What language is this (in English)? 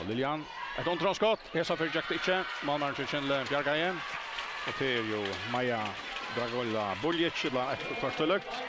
Faroese